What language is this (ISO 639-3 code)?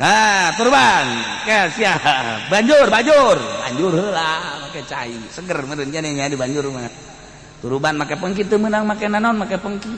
sun